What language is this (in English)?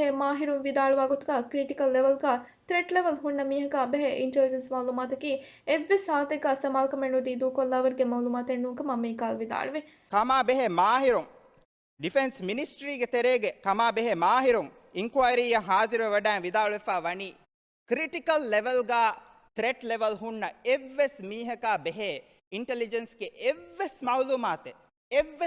Divehi